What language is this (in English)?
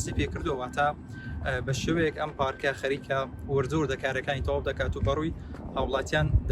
Central Kurdish